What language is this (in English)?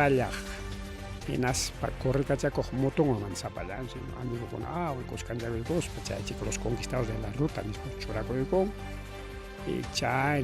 Ayacucho Quechua